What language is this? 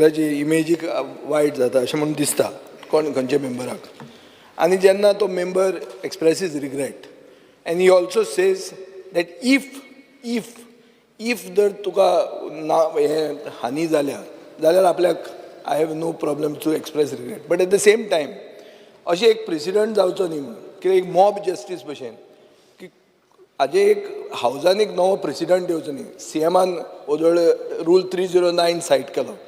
Konkani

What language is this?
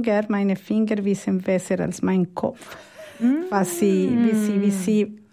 German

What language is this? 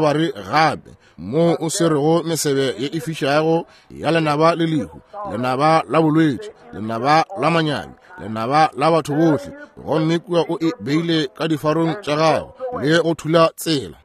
Northern Sotho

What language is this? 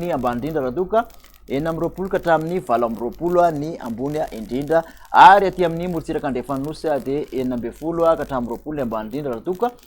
Malagasy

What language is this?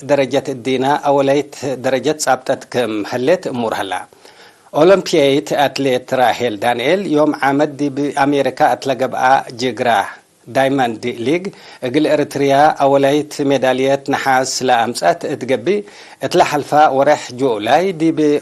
Tigre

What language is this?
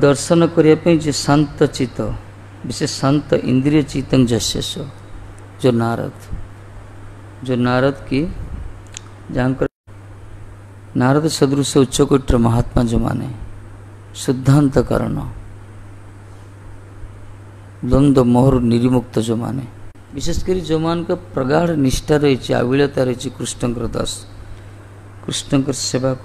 Odia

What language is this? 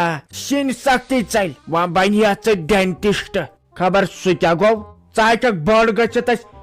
Kashmiri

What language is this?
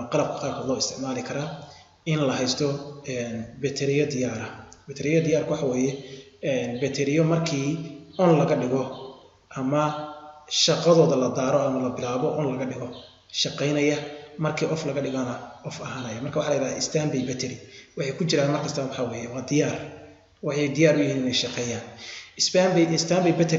Somali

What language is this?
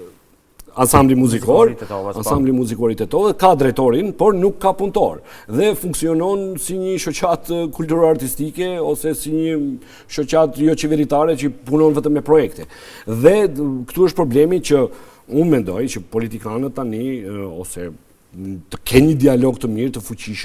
Albanian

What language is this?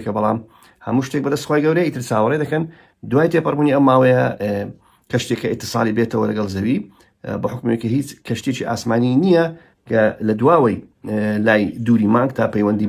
Central Kurdish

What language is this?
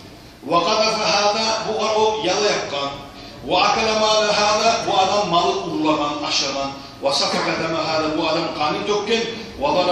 Kumyk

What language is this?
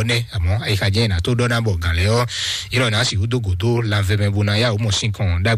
Fon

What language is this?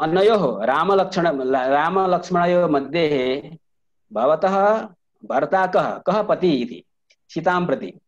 Sanskrit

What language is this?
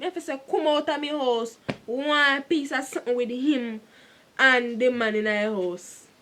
Jamaican Creole English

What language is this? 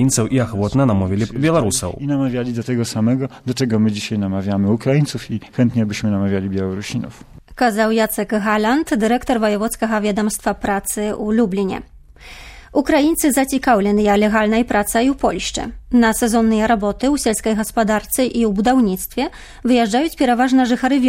Belarusian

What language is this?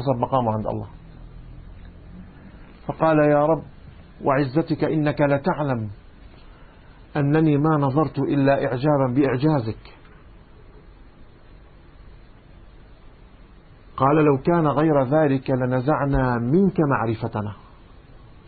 Arabic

